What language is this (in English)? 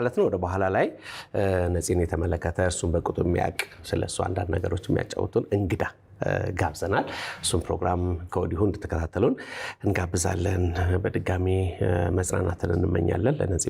Amharic